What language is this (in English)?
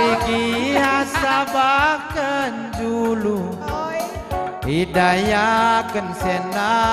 Batak Karo